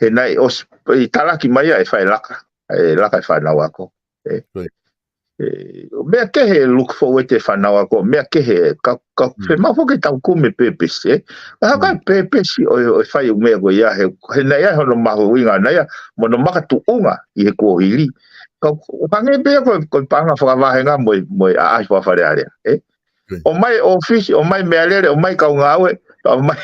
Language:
Tongan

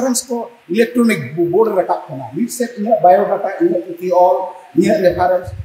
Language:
Santali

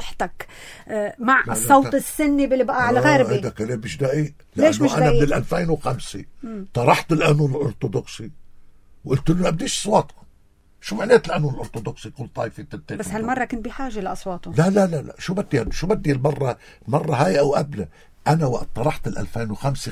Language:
North Levantine Arabic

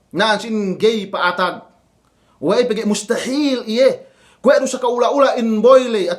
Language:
Yakan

